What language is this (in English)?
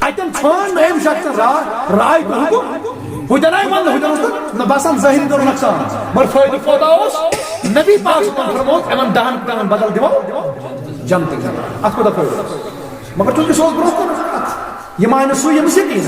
Kashmiri